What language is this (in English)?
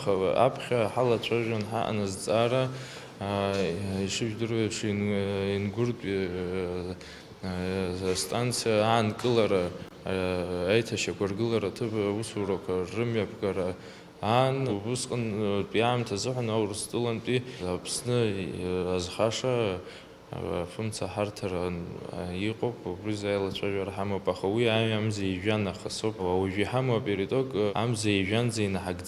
Abkhazian